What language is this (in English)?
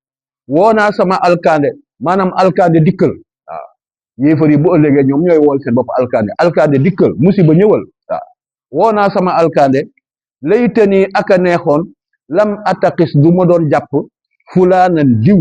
Wolof